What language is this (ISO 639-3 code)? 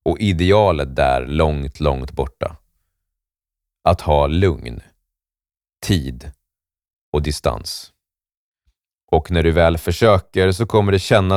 swe